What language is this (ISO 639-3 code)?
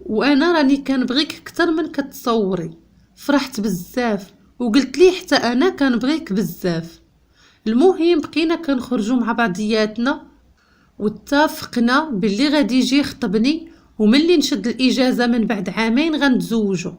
ary